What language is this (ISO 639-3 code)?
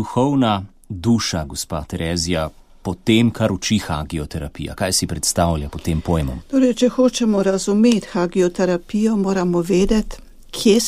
slv